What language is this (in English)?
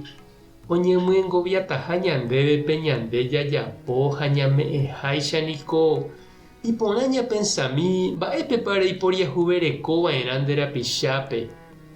Guarani